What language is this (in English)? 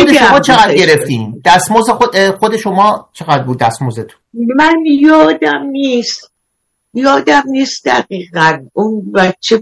Persian